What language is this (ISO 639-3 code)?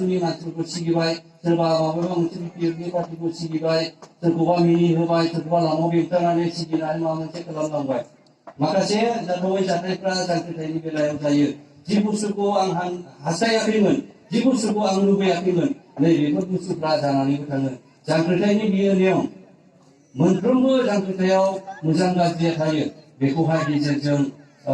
brx